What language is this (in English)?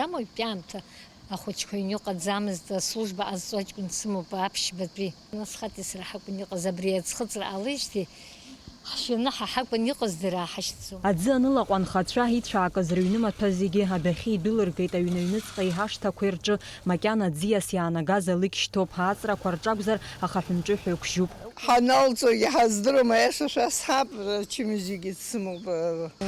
Abkhazian